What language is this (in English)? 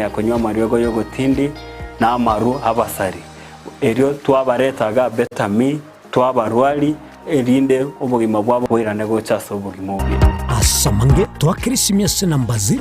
Gusii